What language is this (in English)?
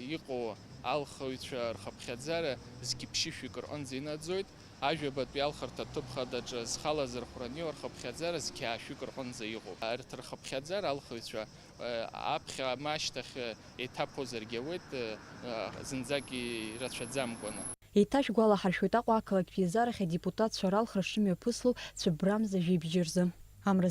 Abkhazian